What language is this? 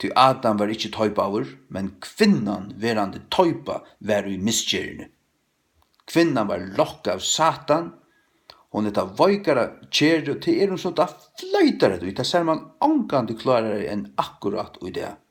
Faroese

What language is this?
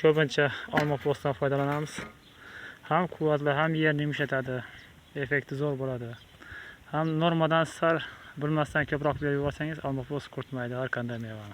Uzbek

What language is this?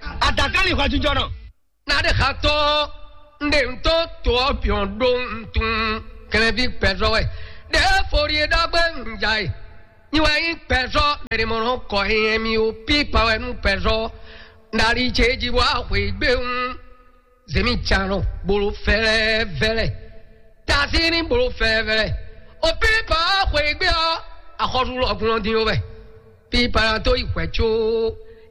Fon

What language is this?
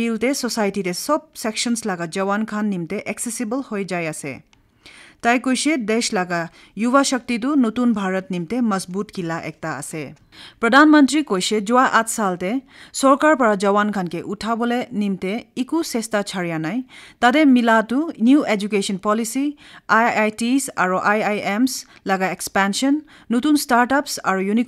Naga Pidgin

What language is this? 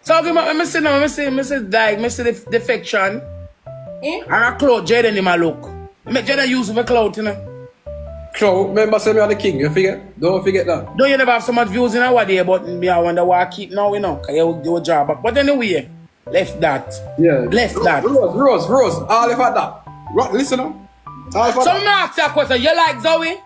Jamaican Creole English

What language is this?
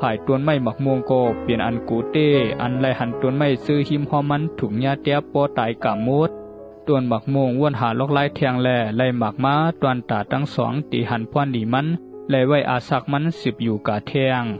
Shan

